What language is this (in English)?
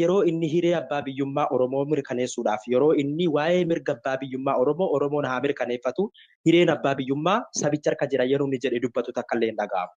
Oromo